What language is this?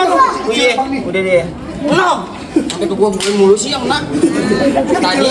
Betawi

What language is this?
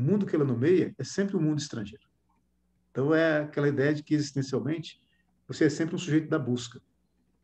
Portuguese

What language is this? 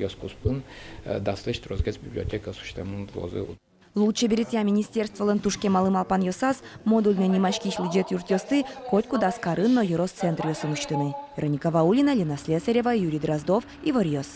Udmurt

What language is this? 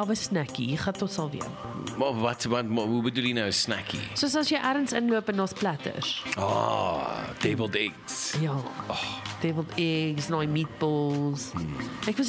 Afrikaans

